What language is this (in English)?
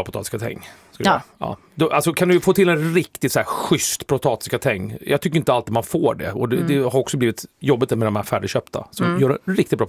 Swedish